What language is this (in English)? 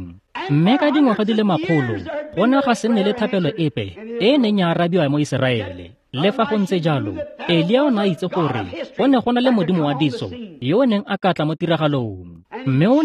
Tswana